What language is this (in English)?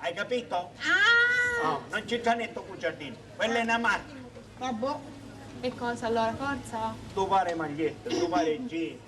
Sicilian